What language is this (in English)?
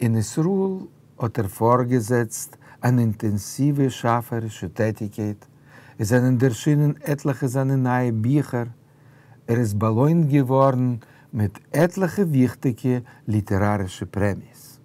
Yiddish